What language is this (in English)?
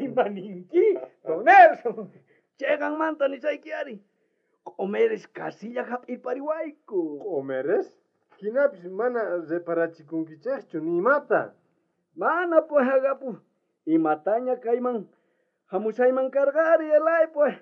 South Bolivian Quechua